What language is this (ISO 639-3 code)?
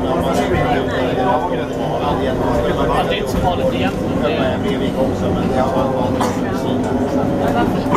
swe